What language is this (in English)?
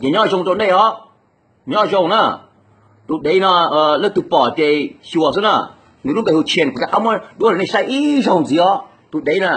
Hmong